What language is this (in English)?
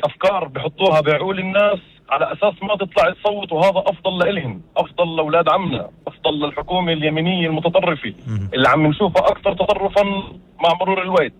North Levantine Arabic